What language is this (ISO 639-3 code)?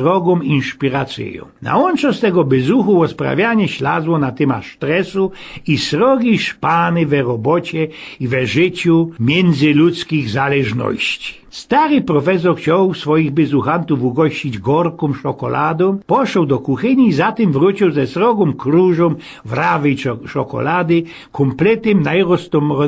szl